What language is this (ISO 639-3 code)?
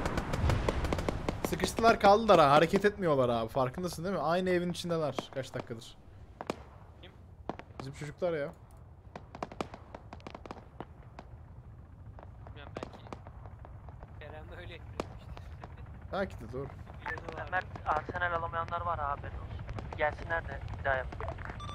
tur